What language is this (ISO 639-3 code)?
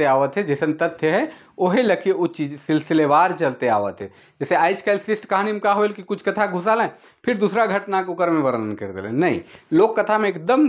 sck